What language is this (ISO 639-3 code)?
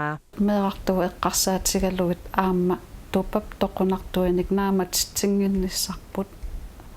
kal